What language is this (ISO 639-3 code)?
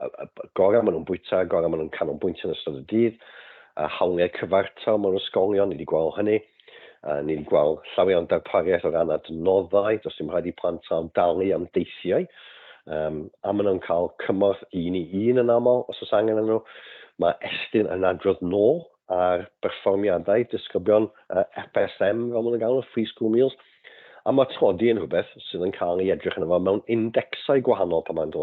cym